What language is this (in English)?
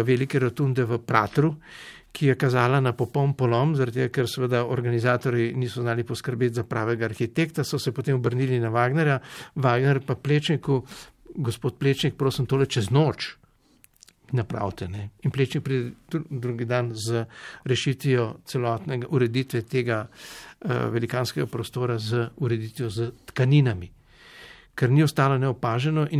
Slovenian